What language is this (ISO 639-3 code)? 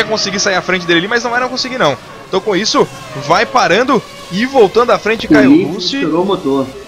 por